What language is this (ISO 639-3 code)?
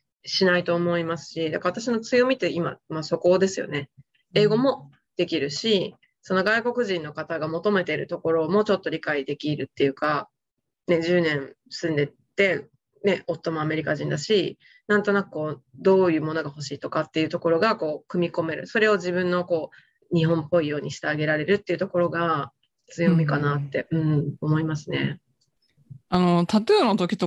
jpn